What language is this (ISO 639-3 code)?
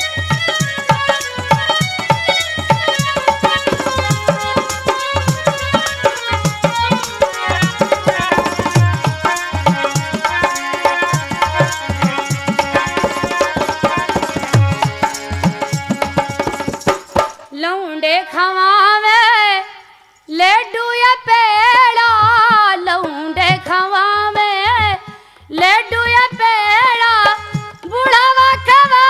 bho